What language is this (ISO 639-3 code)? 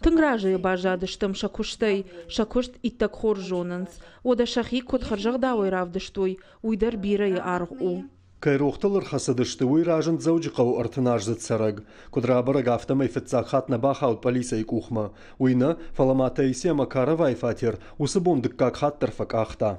oss